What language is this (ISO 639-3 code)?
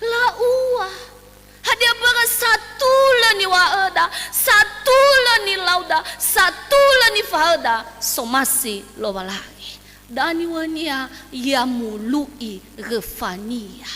nia